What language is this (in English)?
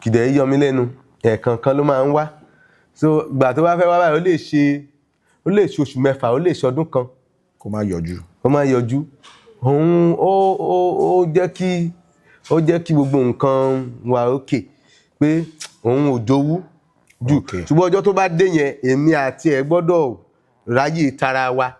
Yoruba